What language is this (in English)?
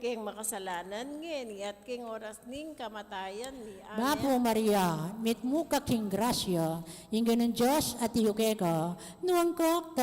Pampanga